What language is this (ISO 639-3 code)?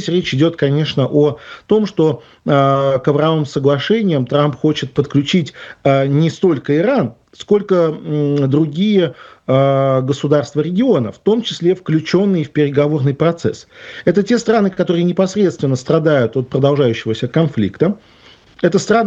rus